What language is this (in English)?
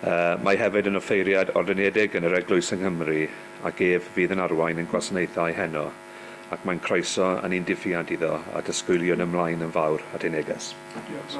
Welsh